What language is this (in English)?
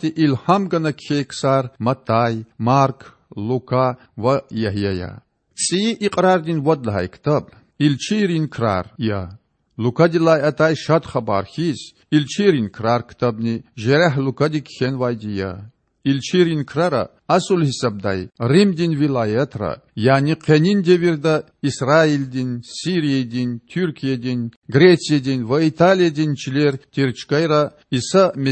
Lezghian